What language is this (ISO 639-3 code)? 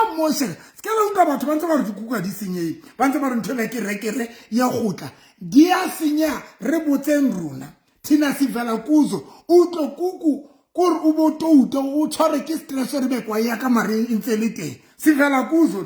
sot